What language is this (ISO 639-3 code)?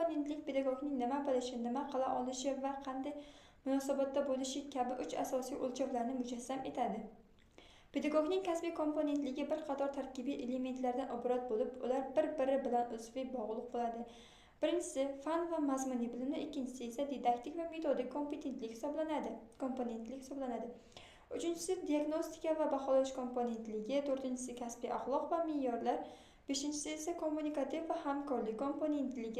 uzb